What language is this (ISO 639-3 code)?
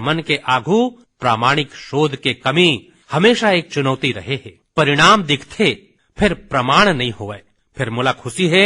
hne